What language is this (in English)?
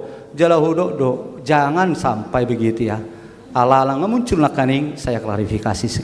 Batak Toba